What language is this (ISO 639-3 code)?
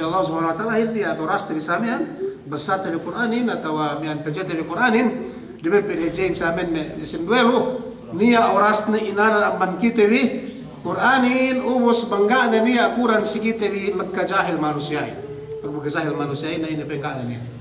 yka